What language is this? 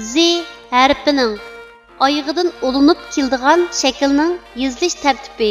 Uyghur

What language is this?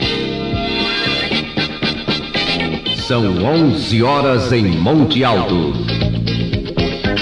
Portuguese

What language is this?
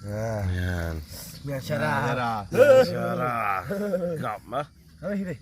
Achinese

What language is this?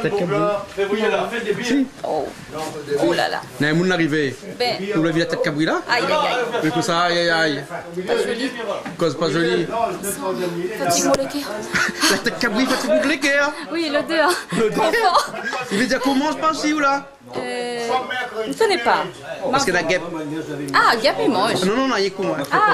Réunion Creole French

